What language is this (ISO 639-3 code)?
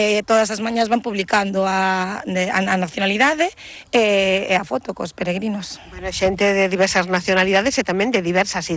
glg